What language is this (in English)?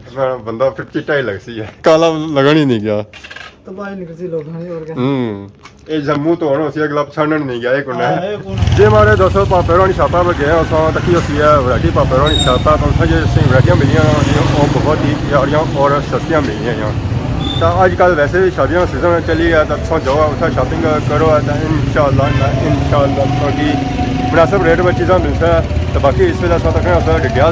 Pahari-Potwari